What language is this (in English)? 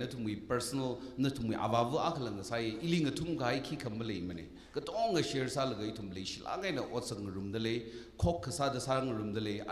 Tangkhul Naga (India)